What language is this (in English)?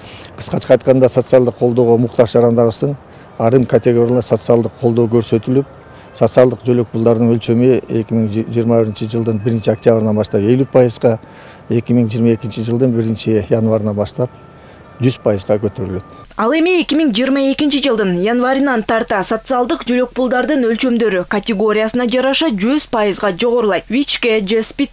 Kyrgyz